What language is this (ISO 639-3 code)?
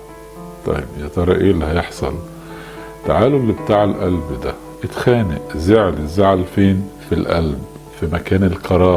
arz